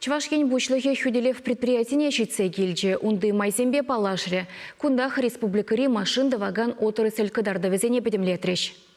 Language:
Chuvash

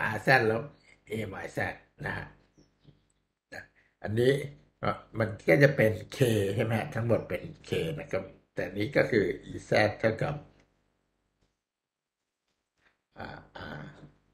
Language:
Thai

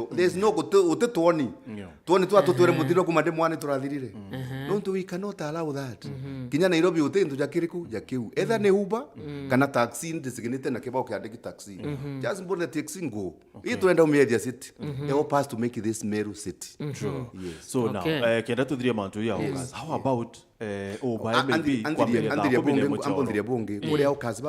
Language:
Meru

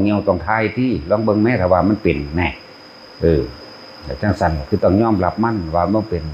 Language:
Northeastern Thai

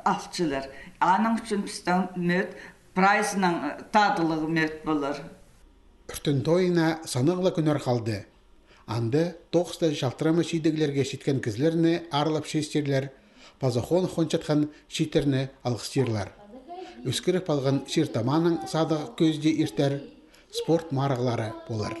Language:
Khakas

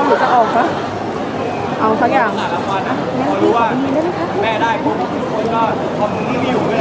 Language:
Thai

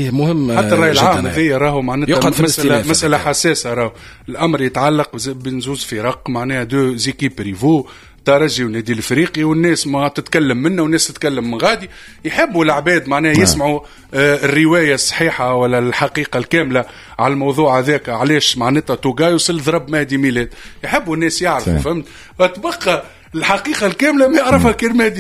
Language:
Tunisian Arabic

